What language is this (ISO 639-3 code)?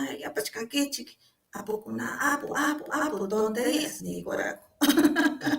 quy